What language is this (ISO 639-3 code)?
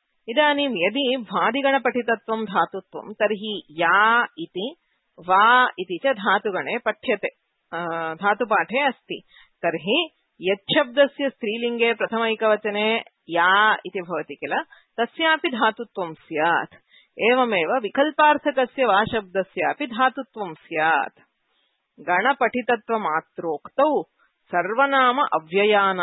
san